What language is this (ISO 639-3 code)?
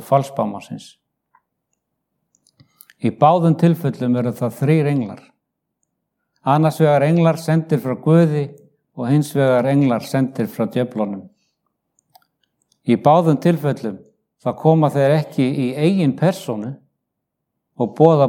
isl